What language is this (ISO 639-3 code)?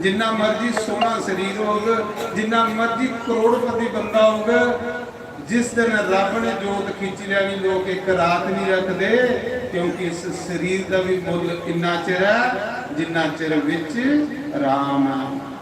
doi